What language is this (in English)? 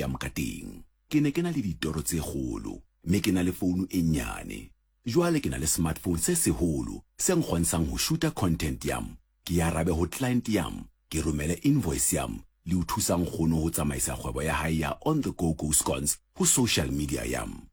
Southern Sotho